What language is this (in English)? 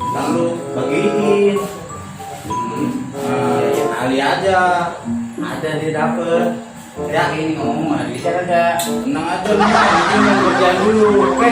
Betawi